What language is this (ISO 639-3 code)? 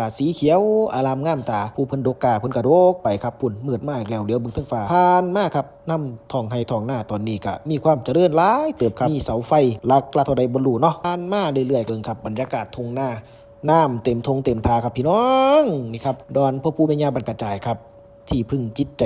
tts